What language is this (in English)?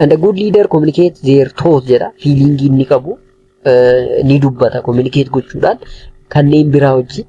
Oromo